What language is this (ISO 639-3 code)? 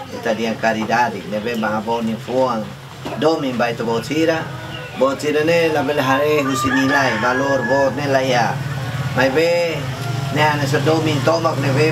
tet